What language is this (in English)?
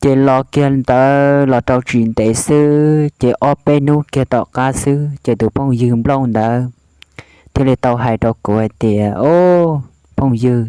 Hmong